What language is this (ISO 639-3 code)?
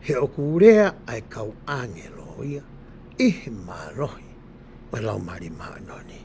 ton